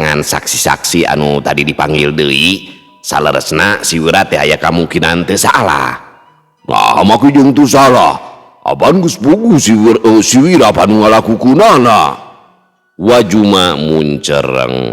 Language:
Sundanese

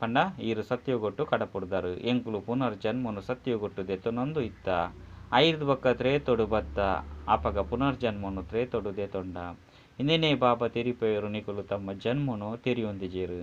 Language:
Tulu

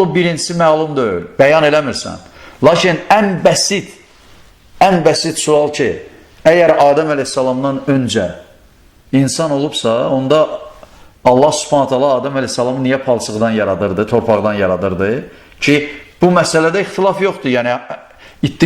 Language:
Azerbaijani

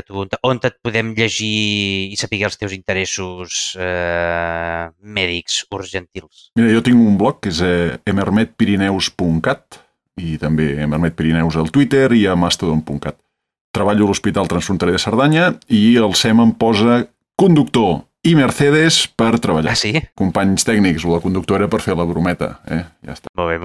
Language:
Catalan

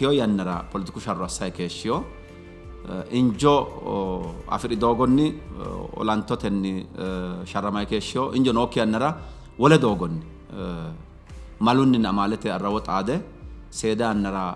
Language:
Sidamo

